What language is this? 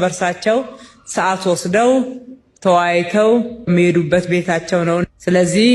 Amharic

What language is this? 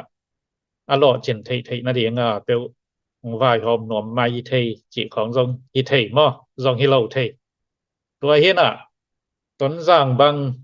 Tedim Chin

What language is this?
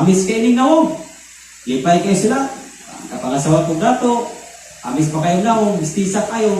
Cebuano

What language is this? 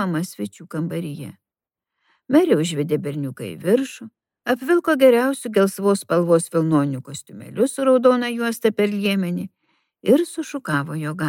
Lithuanian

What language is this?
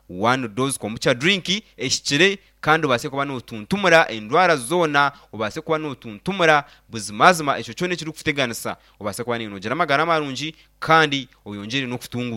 Nyankole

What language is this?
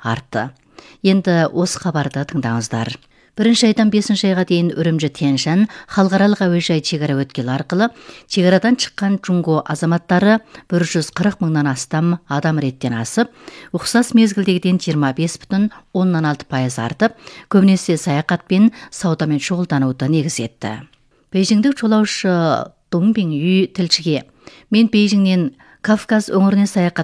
Kazakh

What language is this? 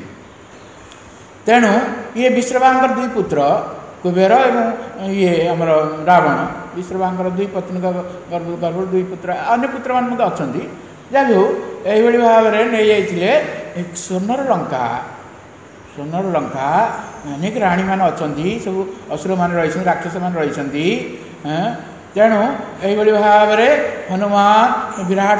Odia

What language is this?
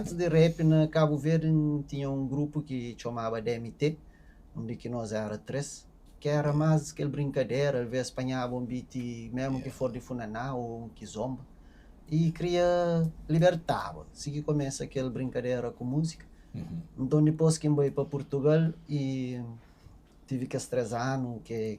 Kabuverdianu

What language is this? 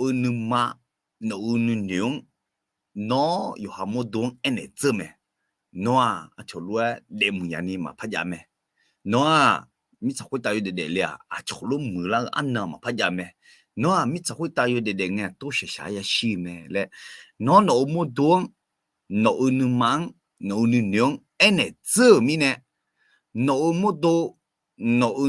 Akha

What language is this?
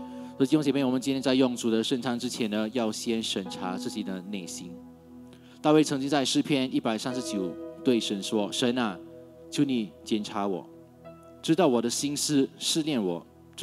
Chinese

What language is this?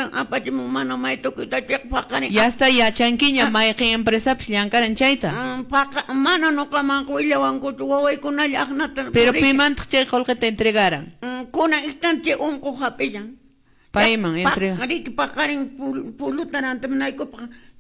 Quechua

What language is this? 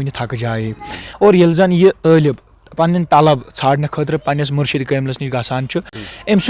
Kashmiri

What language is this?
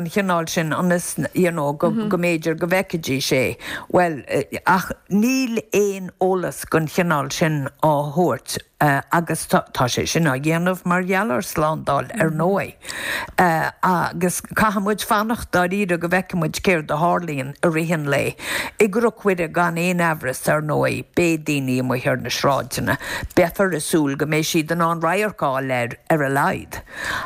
Irish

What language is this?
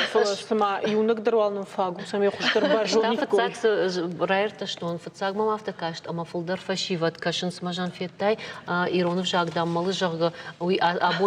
Ossetic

